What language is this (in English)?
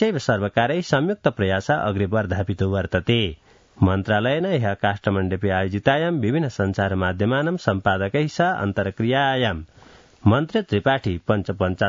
Sanskrit